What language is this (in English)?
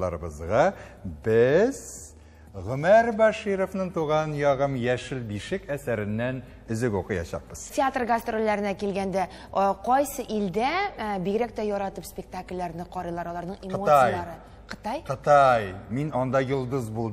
Tatar